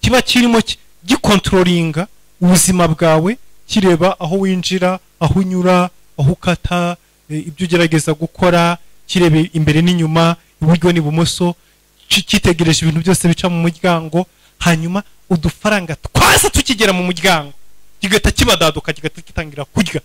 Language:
Kinyarwanda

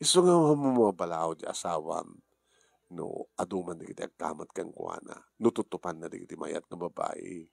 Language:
Iloko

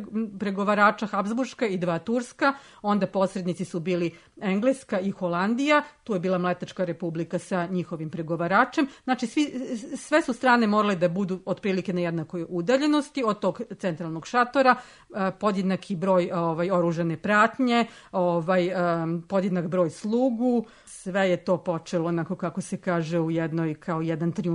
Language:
Serbian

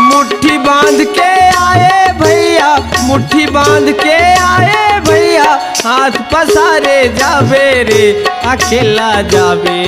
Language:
Chhattisgarhi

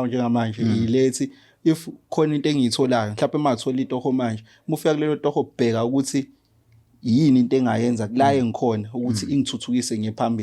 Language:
Zulu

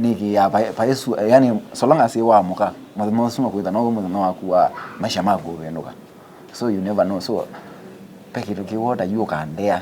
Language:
Kamba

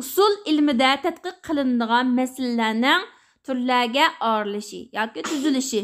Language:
Uyghur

